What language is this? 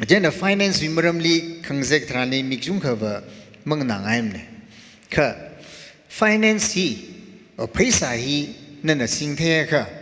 Tangkhul Naga (India)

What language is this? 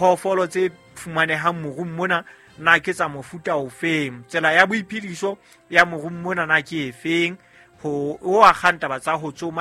Southern Sotho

